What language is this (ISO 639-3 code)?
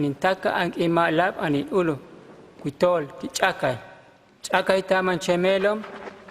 hus